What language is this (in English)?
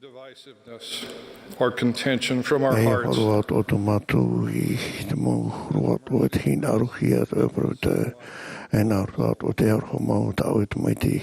Tahitian